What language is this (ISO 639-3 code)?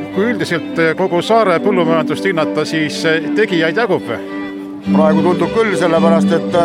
est